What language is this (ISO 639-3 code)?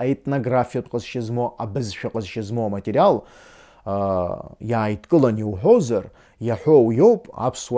abk